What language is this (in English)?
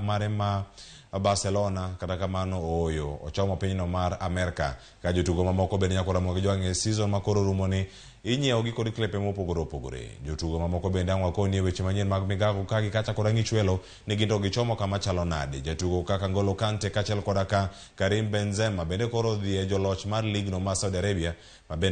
Luo (Kenya and Tanzania)